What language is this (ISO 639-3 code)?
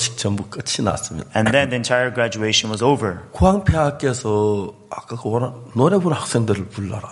kor